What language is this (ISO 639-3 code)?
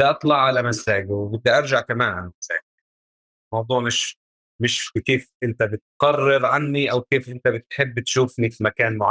apc